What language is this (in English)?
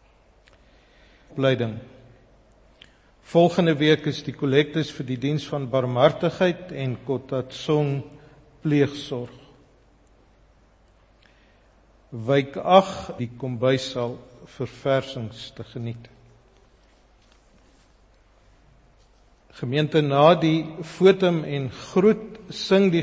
Afrikaans